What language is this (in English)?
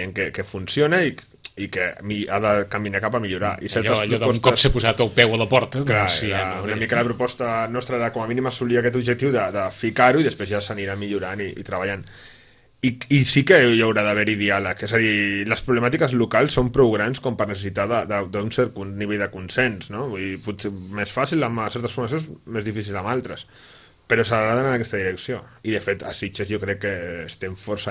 Catalan